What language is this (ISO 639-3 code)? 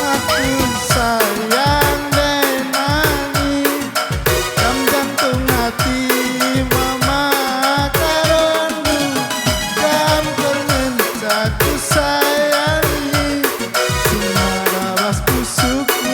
btx